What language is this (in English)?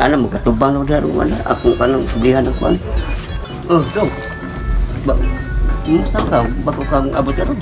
Cebuano